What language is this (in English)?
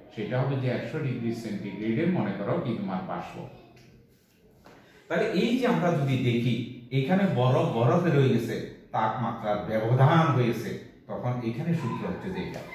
Bangla